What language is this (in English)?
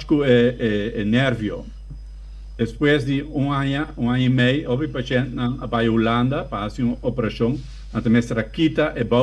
Papiamento